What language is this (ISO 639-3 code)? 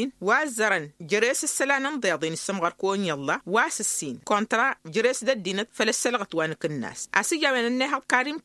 taq